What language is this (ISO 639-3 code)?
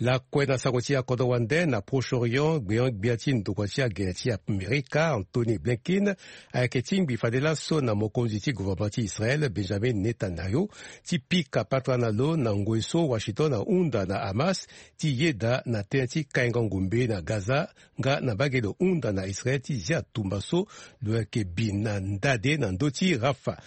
sag